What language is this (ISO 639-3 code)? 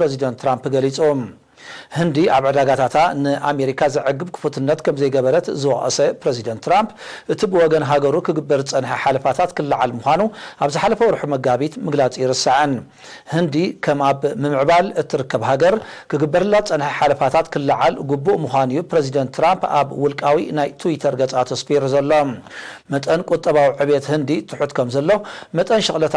tir